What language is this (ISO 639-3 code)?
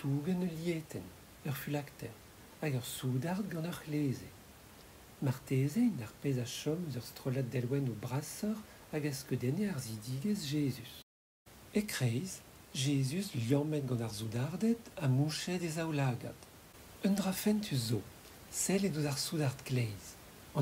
bre